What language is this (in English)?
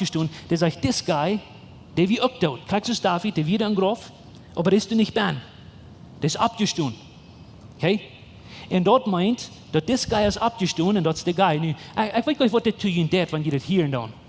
Plautdietsch